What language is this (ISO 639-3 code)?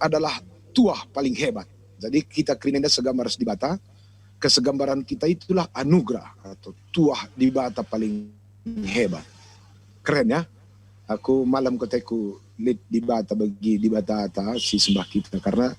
btx